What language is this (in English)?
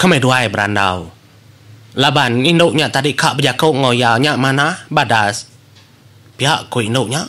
Iban